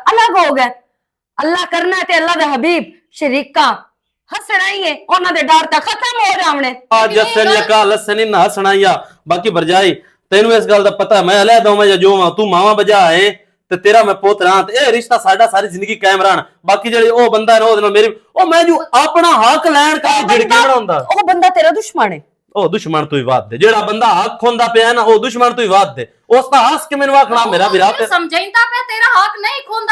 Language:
Western Panjabi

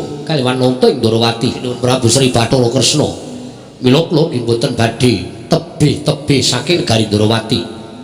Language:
Javanese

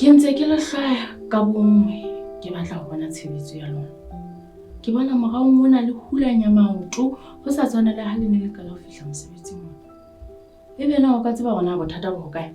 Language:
Southern Sotho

